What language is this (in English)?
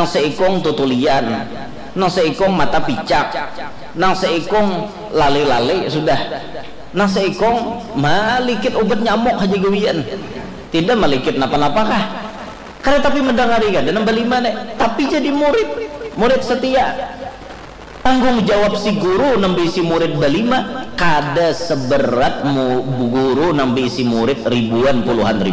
Banjar